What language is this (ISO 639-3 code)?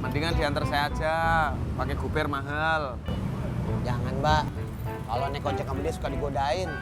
bew